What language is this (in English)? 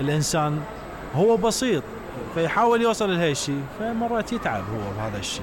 Mesopotamian Arabic